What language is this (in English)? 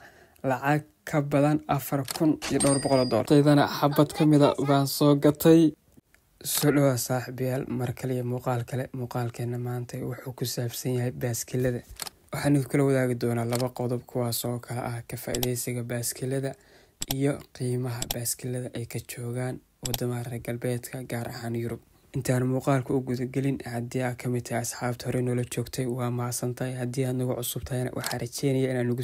Somali